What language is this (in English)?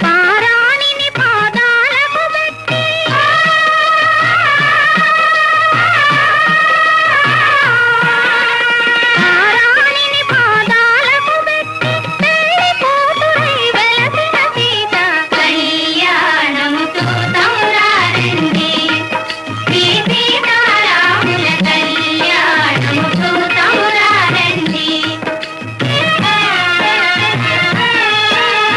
Telugu